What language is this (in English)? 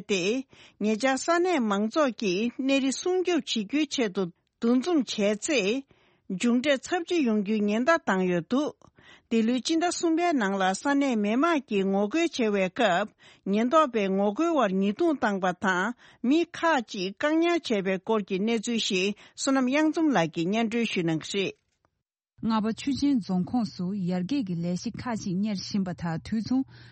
Tibetan